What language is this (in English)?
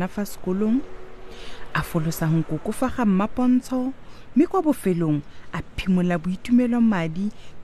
Tswana